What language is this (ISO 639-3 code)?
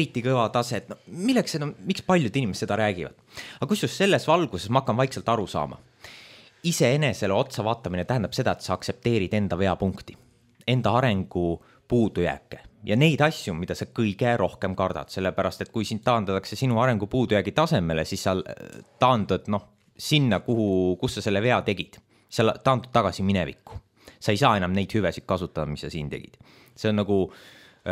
est